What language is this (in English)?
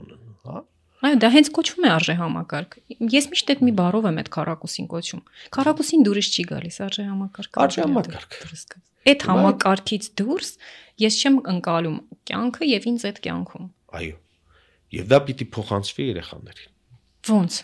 Armenian